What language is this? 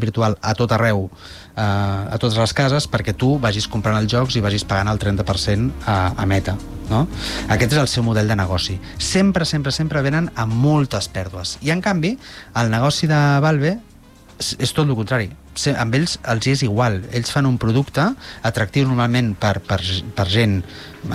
Catalan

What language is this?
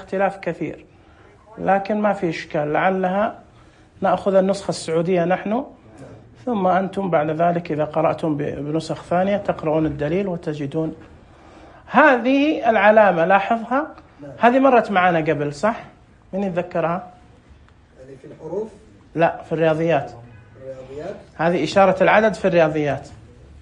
Najdi Arabic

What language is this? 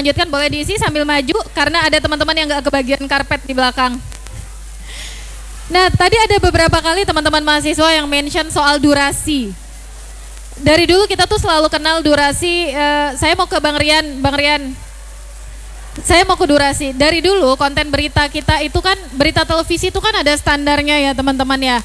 Indonesian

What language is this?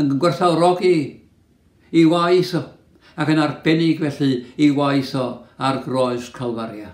Welsh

